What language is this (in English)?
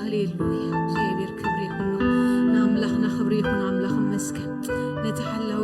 Tigrinya